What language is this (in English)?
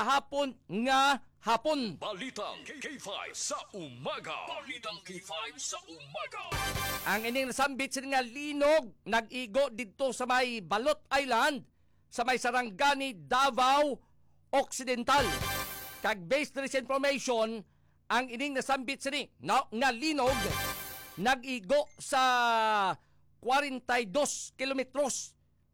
Hiligaynon